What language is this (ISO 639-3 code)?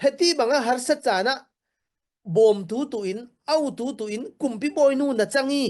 cfm